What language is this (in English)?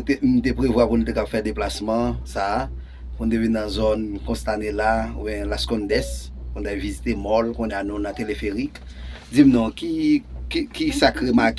Haitian Creole